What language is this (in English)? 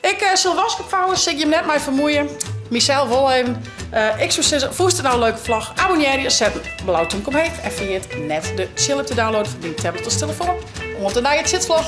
Western Frisian